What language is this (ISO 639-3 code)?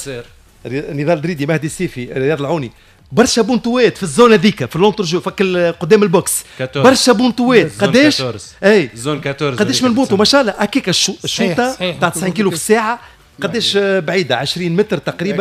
aeb